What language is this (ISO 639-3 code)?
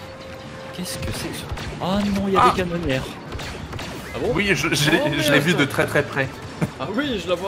fra